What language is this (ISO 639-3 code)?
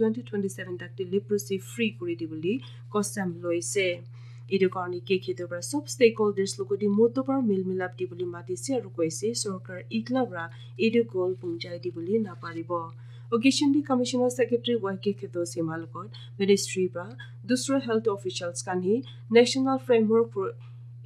nag